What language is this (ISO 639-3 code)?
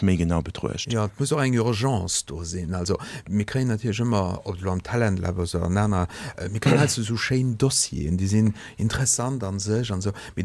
ltz